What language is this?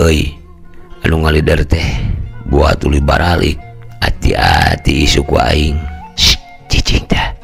Sundanese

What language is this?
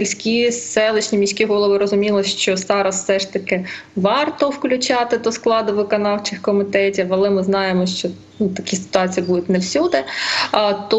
Ukrainian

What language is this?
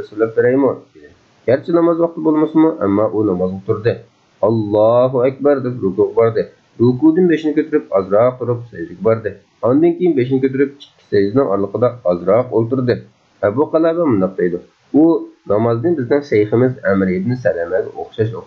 Uyghur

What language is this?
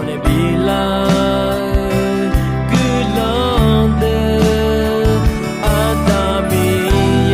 Akha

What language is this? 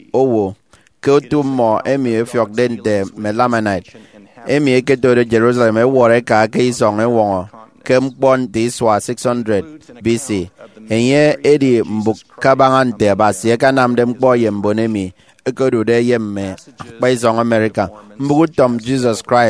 Efik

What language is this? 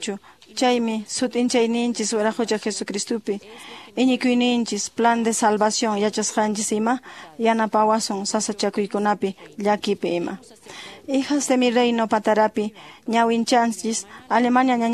Quechua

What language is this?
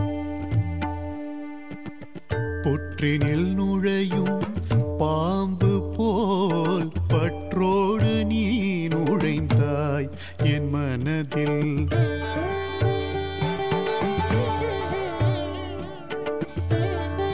Tamil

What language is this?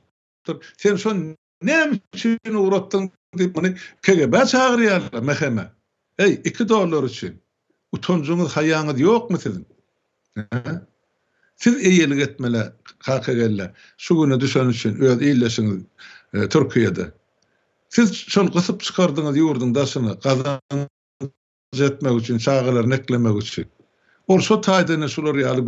Turkmen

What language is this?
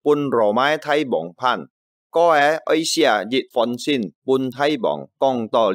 Hakka Chinese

